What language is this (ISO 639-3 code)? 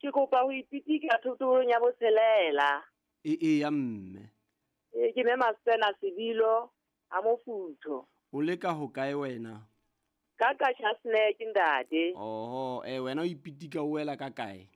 sot